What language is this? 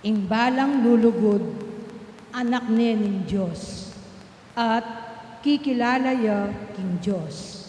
Pampanga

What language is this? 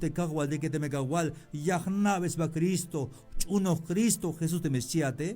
Tzeltal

